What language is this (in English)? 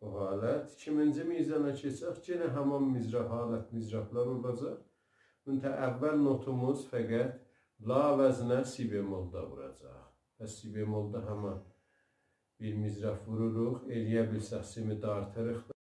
South Azerbaijani